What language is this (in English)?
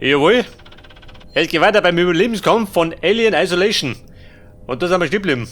Bavarian